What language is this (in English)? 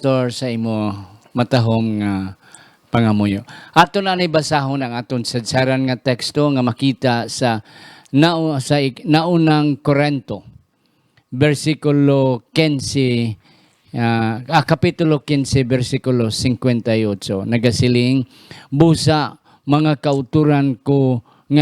Hiligaynon